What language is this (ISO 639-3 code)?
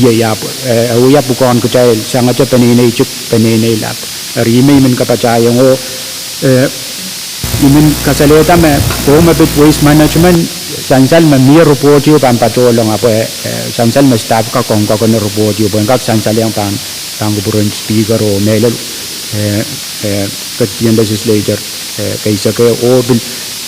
pon